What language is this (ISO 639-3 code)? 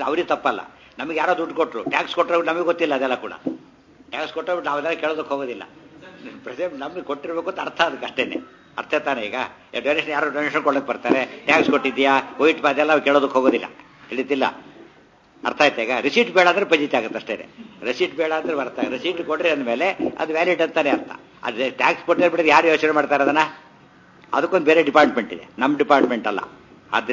kan